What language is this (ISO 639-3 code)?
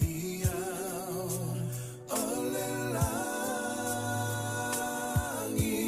smo